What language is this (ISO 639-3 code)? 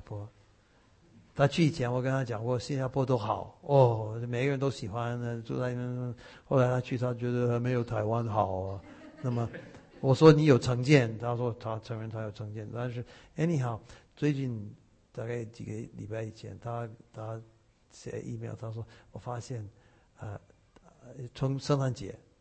zho